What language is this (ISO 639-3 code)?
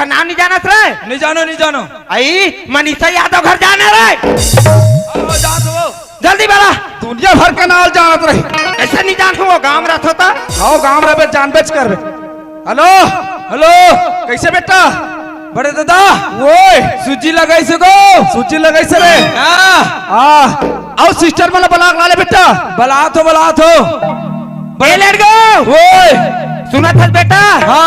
hne